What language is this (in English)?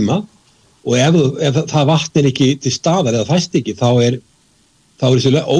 Icelandic